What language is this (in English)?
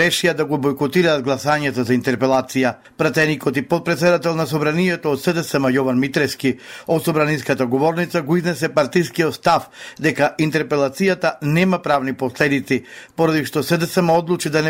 Macedonian